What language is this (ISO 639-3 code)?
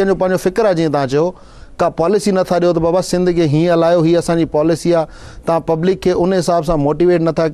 snd